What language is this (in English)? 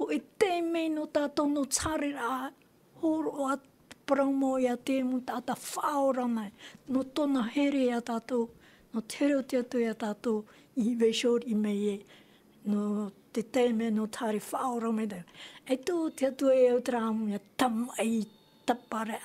Tahitian